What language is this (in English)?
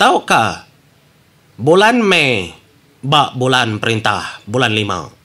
Iban